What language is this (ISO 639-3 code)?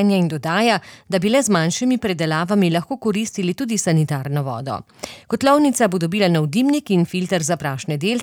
slv